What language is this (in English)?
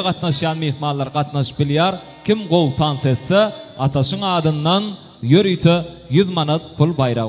Turkmen